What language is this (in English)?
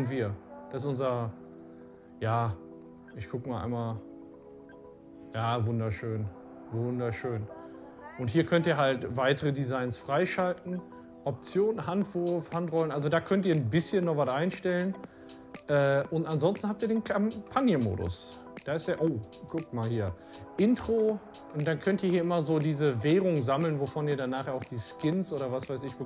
German